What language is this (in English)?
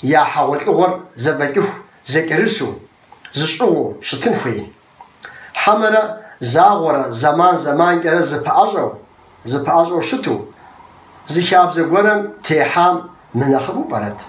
Kabardian